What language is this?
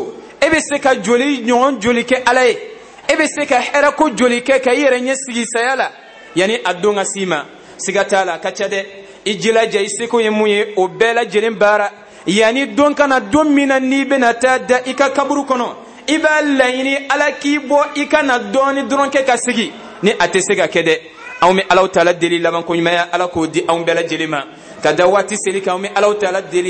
Bambara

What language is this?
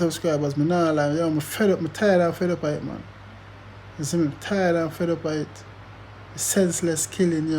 Jamaican Creole English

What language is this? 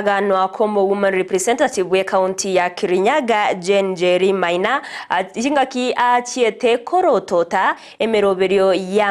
Gusii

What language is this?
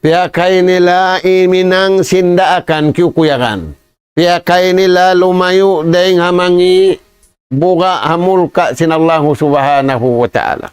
Tausug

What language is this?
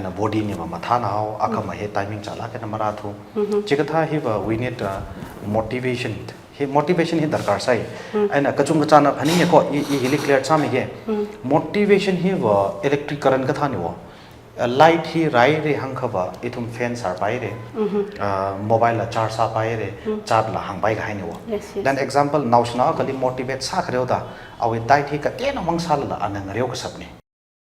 Tangkhul Naga (India)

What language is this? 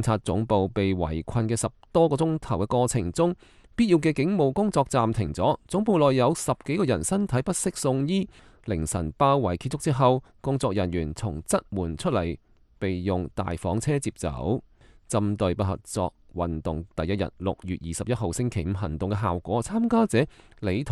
Cantonese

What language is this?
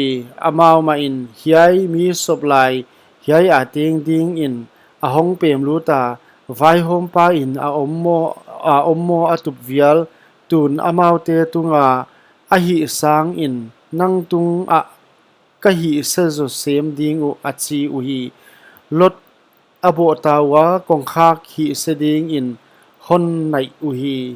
Paite Chin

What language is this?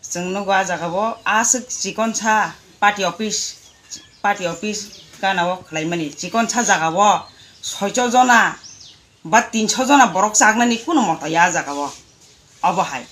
Kok Borok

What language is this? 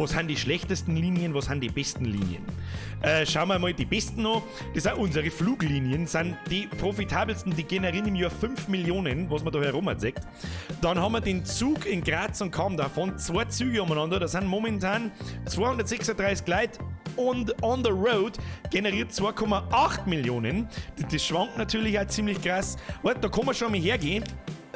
Bavarian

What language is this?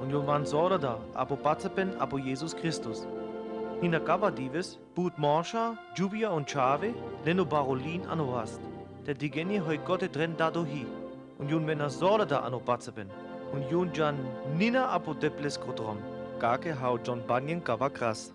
Sinte Romani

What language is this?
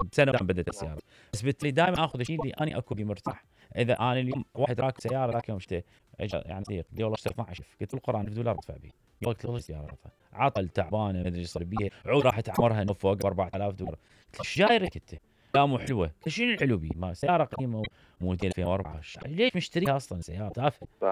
Mesopotamian Arabic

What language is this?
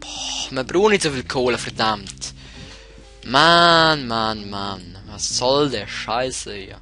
Swiss German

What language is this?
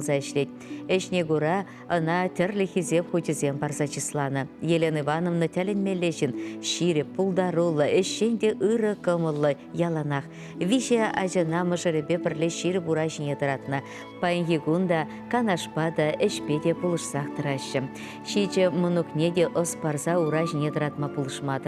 Chuvash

